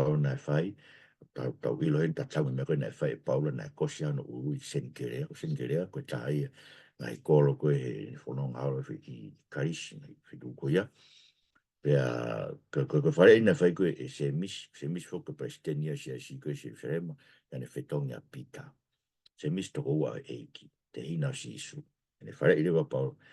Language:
Tongan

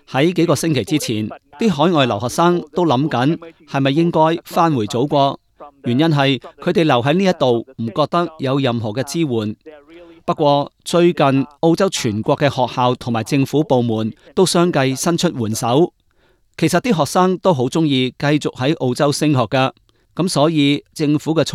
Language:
Cantonese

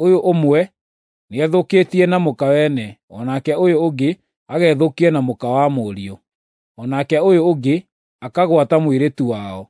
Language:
Kikuyu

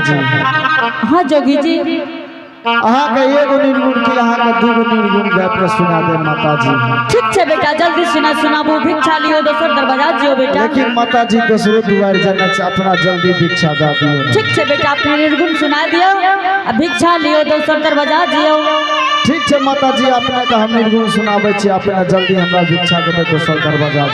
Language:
Angika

